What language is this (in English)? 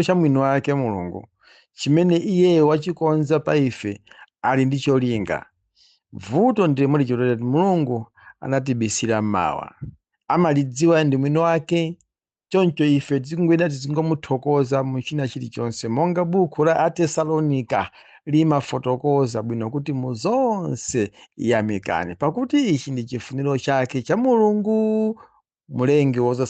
Nyanja